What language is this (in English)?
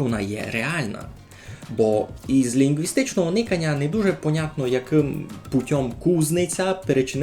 Rusyn